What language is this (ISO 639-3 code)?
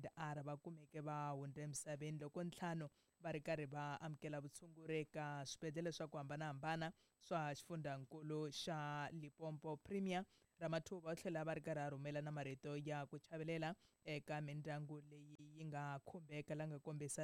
tso